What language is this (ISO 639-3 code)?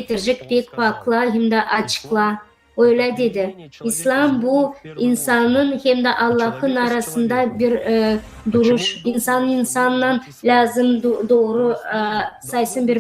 gag